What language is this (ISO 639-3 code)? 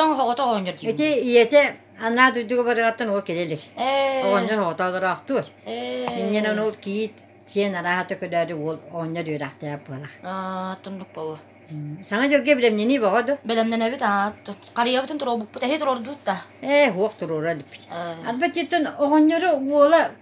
sah